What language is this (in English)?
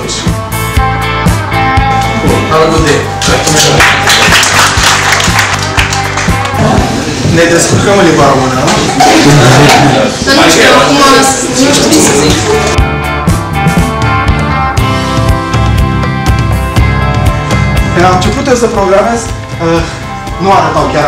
Romanian